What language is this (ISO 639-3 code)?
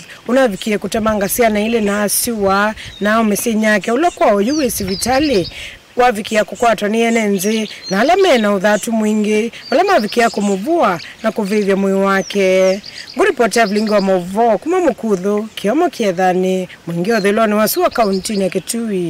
kam